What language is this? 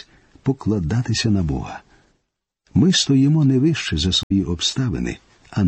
Ukrainian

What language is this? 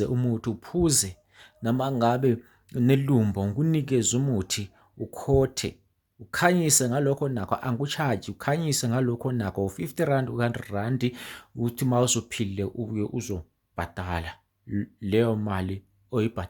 Zulu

